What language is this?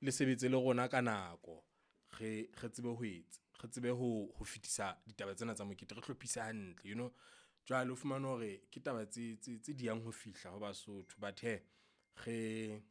Southern Sotho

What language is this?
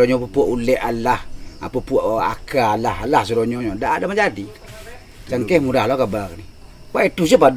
Minangkabau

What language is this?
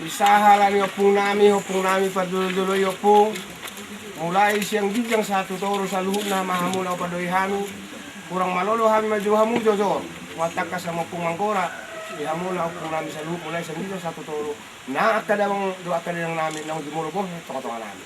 Batak Toba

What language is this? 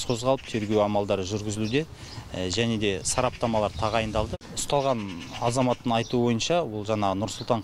Kazakh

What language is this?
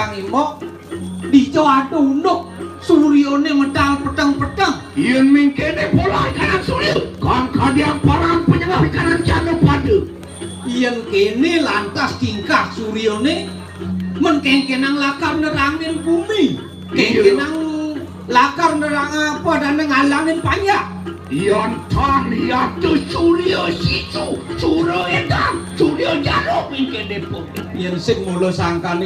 Balinese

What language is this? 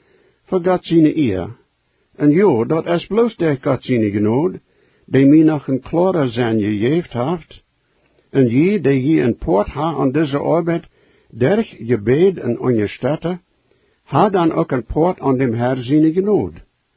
Plautdietsch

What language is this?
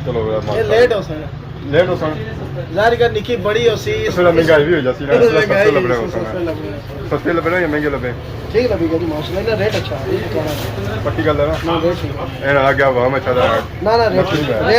Pahari-Potwari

